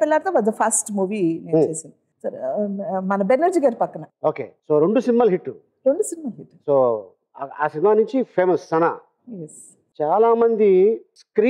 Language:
Telugu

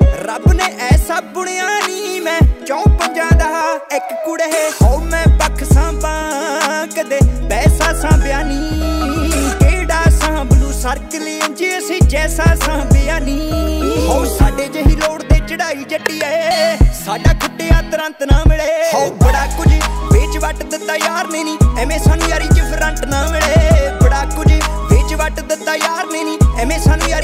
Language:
Punjabi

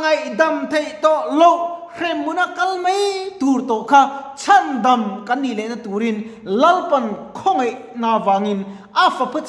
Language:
Mizo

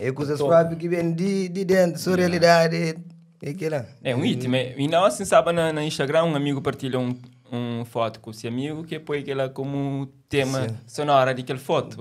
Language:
Kabuverdianu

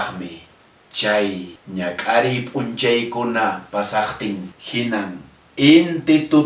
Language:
Quechua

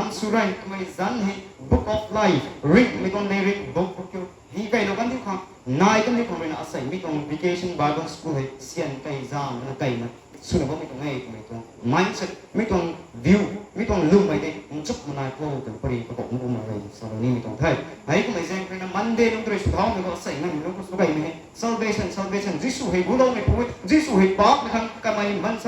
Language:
Rongmei Naga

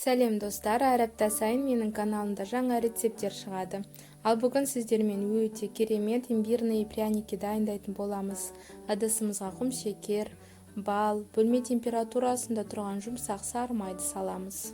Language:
Kazakh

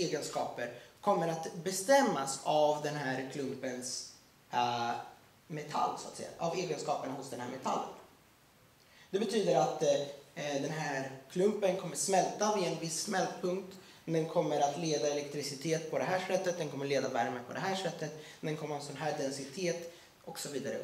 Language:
Swedish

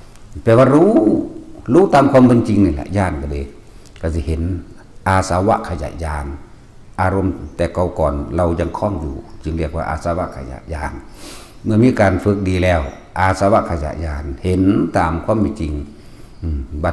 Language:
Northeastern Thai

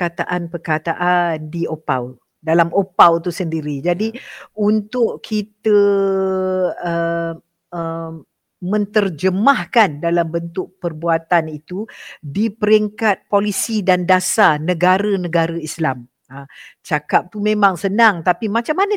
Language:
Malay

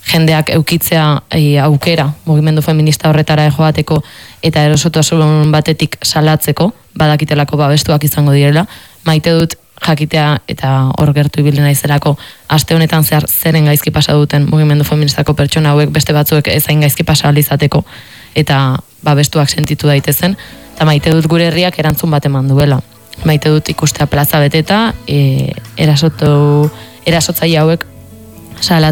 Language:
Basque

